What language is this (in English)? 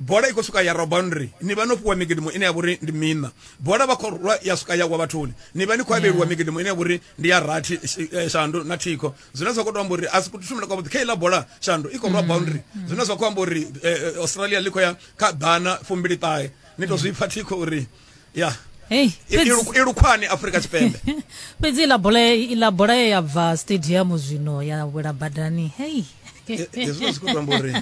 Venda